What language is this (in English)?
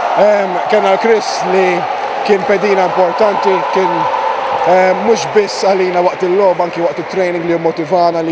Maltese